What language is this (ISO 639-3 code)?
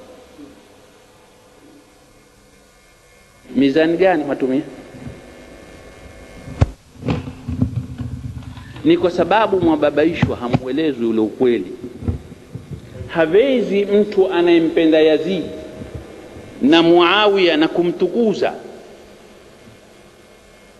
swa